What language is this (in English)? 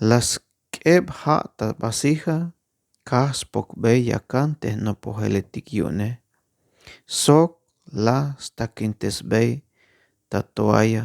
Tzeltal